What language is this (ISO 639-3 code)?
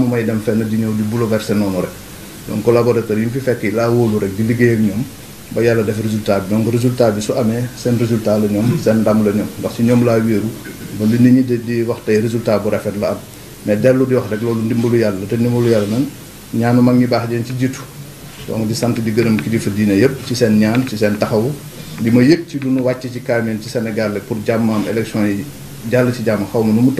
wol